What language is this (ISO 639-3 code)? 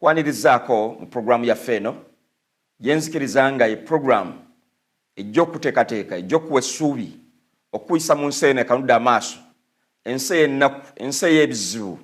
lug